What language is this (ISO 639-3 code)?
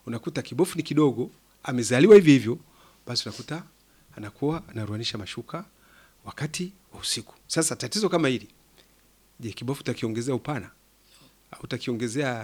swa